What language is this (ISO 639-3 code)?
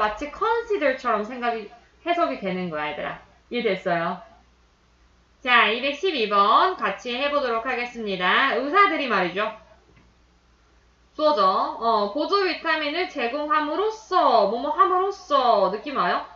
kor